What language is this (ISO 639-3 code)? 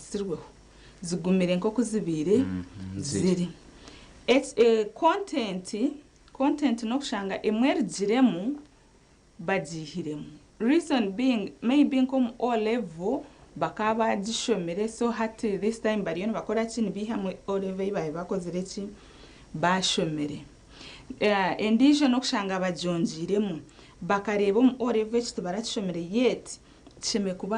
nyn